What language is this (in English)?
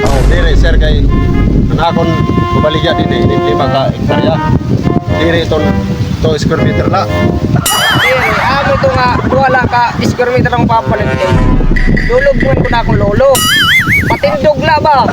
Waray